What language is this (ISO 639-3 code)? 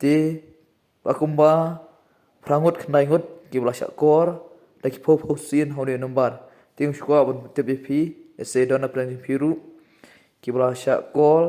kha